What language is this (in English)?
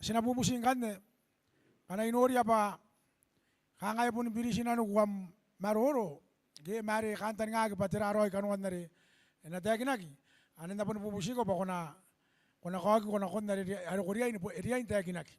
Gilbertese